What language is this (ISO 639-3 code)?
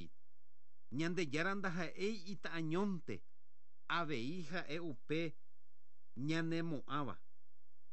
grn